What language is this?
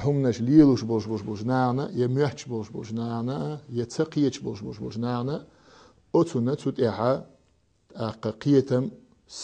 Chechen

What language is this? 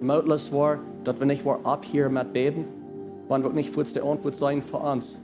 Plautdietsch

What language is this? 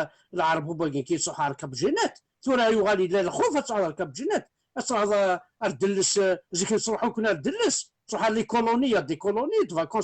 Kabyle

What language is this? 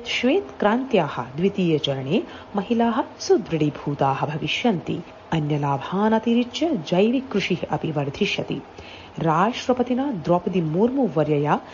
Sanskrit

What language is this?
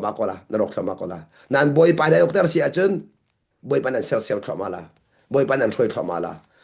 Hakha Chin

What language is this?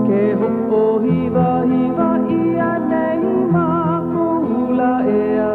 Hawaiian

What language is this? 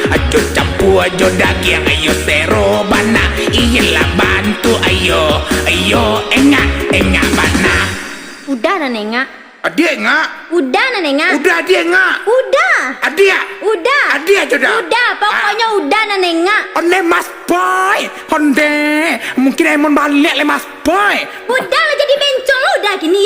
Minangkabau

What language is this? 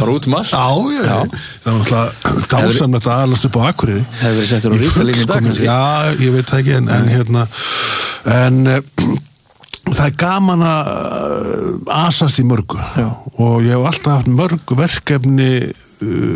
Icelandic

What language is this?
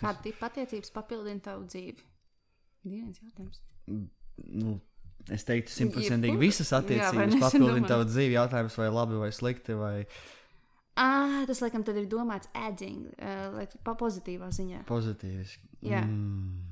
Latvian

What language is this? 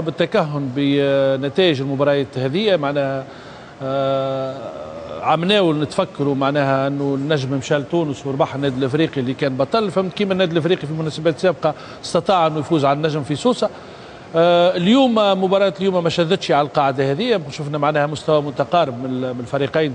Tunisian Arabic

